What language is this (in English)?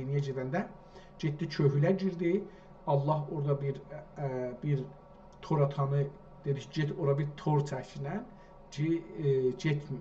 South Azerbaijani